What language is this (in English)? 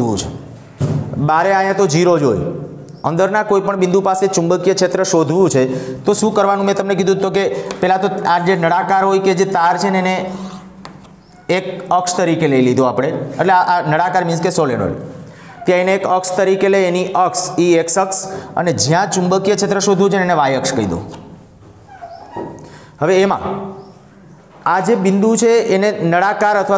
Gujarati